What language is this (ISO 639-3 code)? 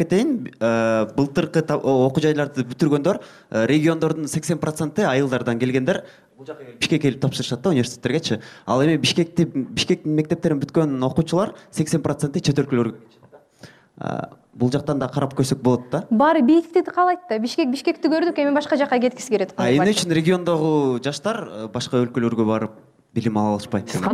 kir